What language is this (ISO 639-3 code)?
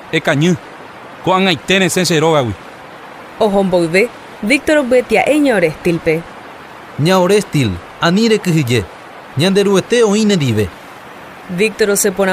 grn